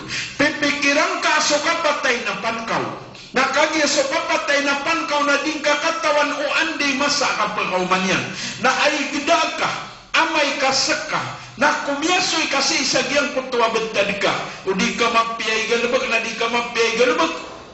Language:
Maranao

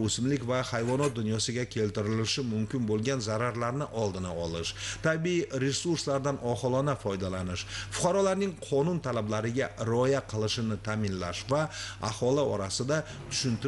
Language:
Uzbek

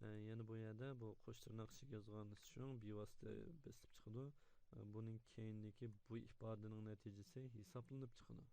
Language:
Uyghur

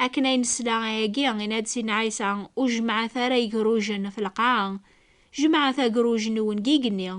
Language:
Kabyle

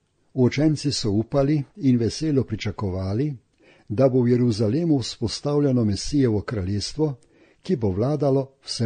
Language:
Slovenian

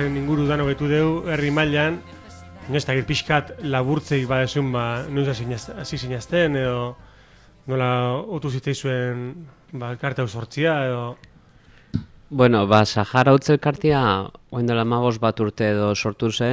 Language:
Basque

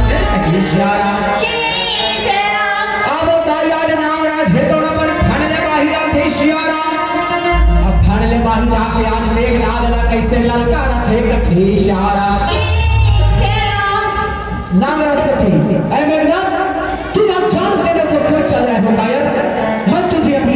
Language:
Chhattisgarhi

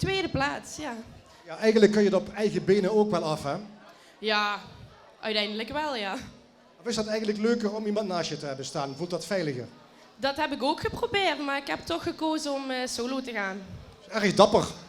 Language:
Limburgish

